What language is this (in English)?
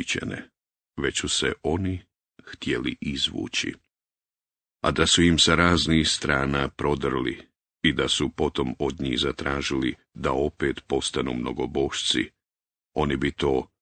Bosnian